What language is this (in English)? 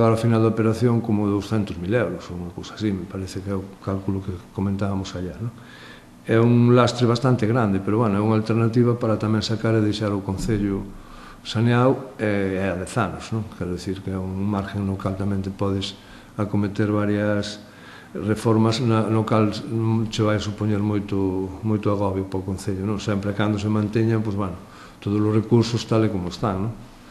Galician